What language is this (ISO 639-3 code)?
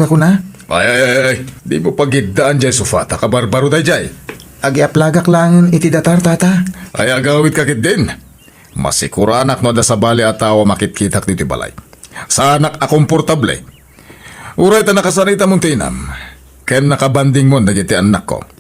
ilo